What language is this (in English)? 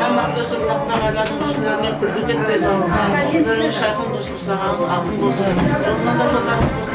Kara-Kalpak